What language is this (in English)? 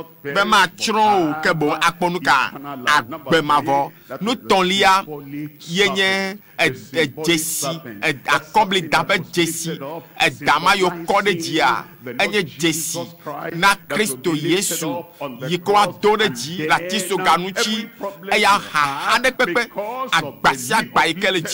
Ewe